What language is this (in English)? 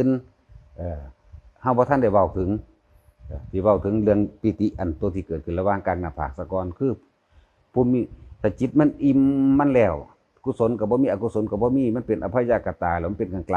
Northeastern Thai